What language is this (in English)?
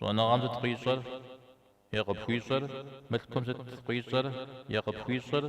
Kabardian